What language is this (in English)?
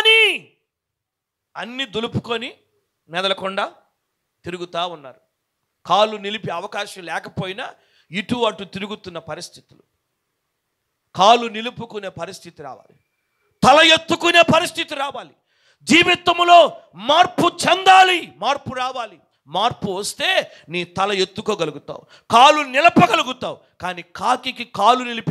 Telugu